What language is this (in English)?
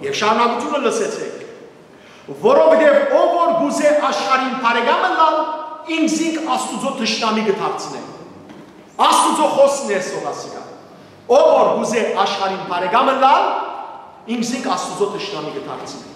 Western Armenian